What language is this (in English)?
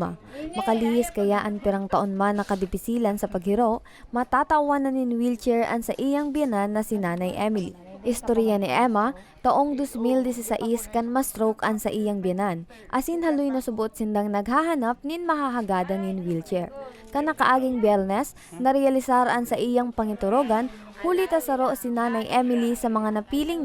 Bikol